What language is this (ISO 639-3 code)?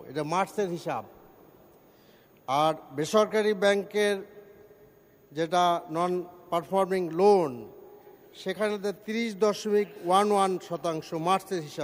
ben